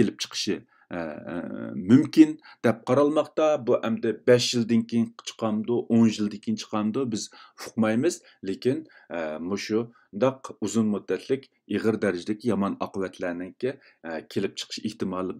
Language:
Uyghur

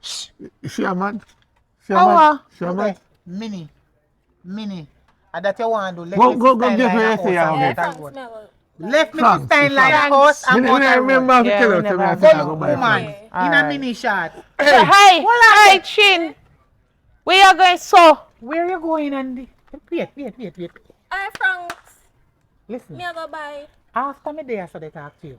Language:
Jamaican Creole English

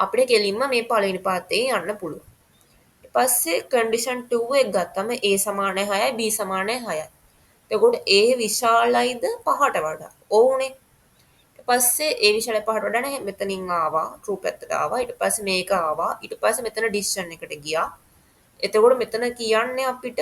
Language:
Sinhala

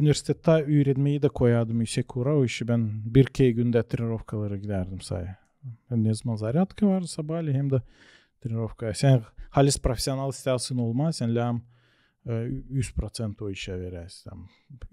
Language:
Gagauz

